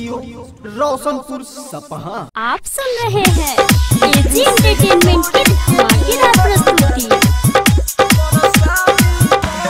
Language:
Bhojpuri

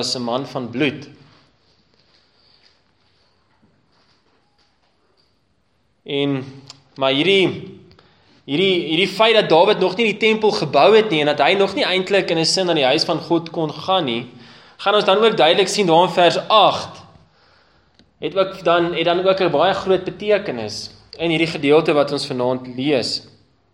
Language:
Afrikaans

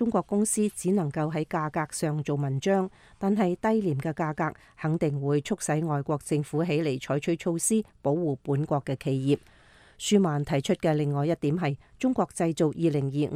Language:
Cantonese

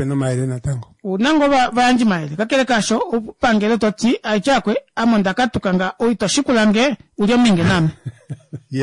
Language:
Kuanyama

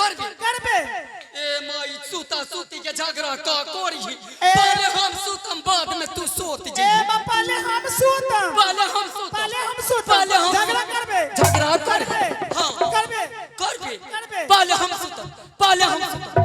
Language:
Angika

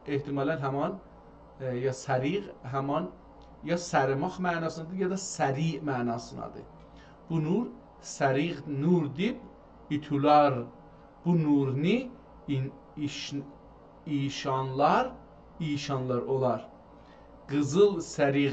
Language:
South Azerbaijani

